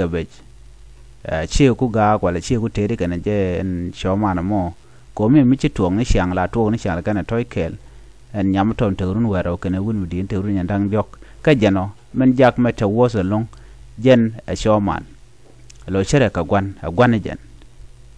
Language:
Nuer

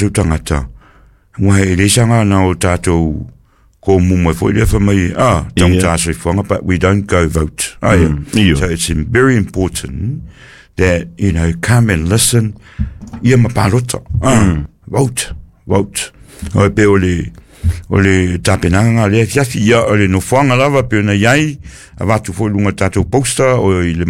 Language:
Samoan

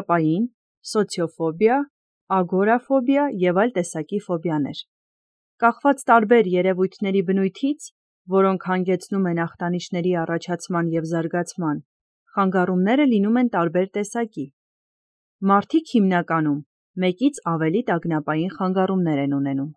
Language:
Armenian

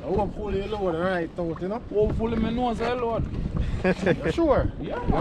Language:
Jamaican Creole English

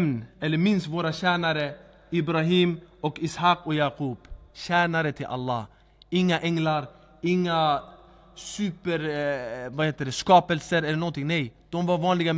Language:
Swedish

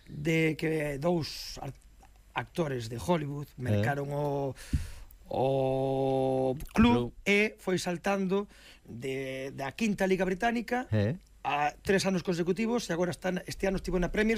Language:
Galician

